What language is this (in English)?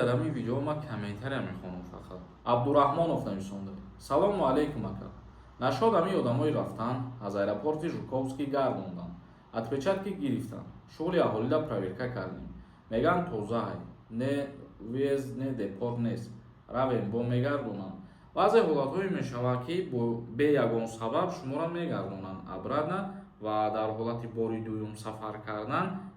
Tajik